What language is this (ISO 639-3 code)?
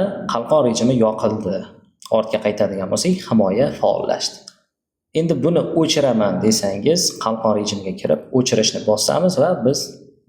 uzb